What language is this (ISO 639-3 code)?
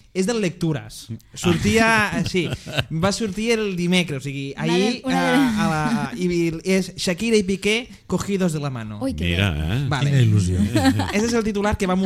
cat